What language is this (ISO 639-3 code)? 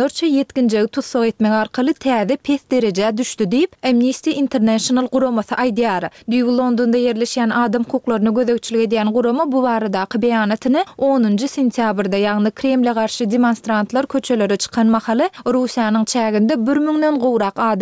tuk